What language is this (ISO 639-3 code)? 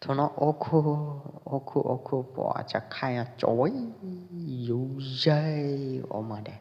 kjp